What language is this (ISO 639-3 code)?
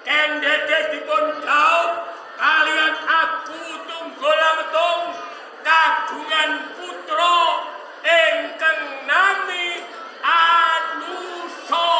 jav